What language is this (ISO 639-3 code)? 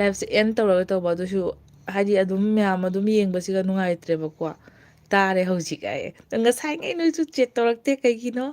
mni